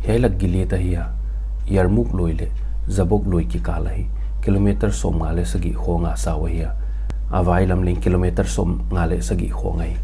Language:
Paite Chin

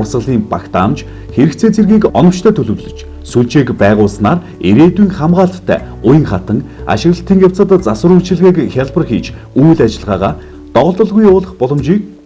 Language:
Mongolian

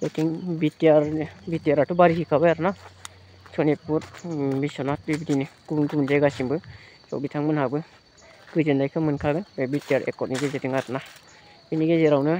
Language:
Bodo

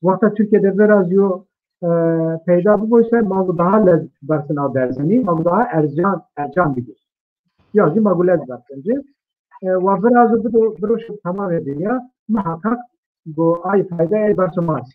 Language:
Zaza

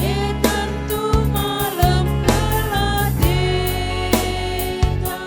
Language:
Batak Karo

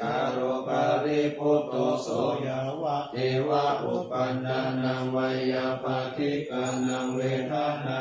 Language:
Pali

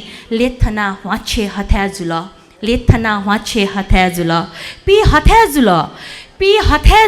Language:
Newari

